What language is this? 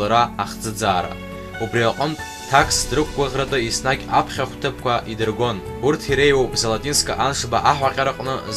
Abkhazian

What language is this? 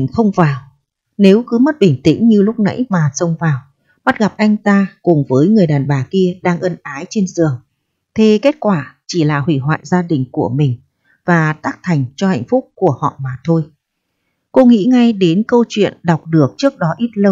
Vietnamese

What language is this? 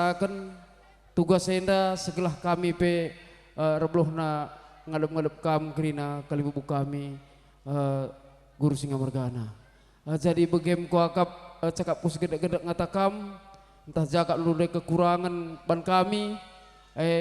Batak Karo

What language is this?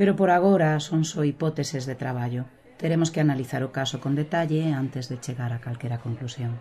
Galician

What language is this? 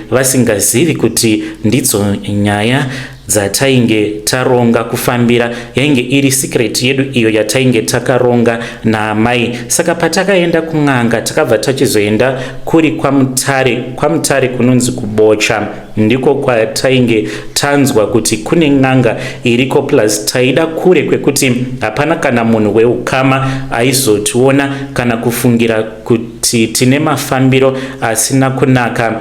Shona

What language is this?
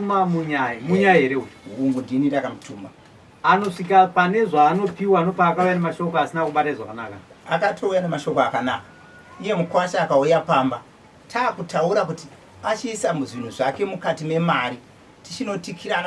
Shona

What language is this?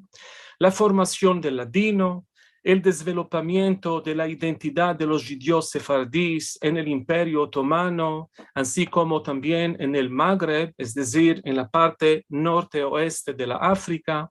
Ladino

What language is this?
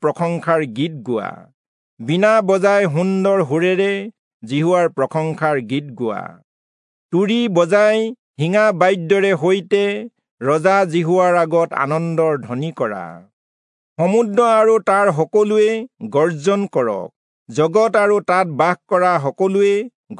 Assamese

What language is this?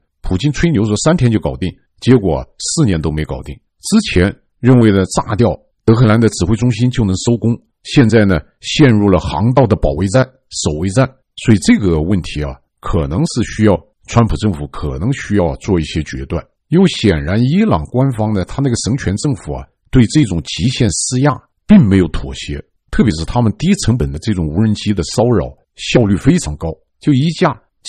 Chinese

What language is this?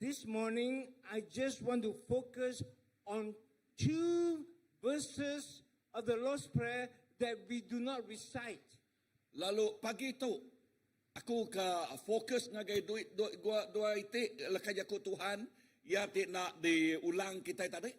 Iban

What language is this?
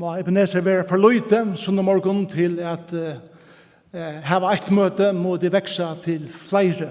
Faroese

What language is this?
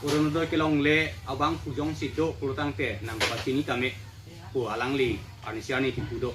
Karbi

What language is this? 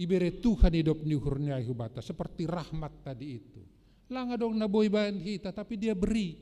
Batak Simalungun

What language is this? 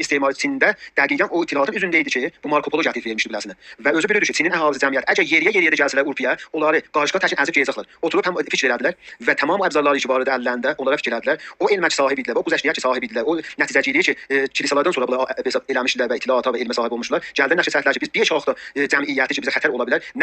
South Azerbaijani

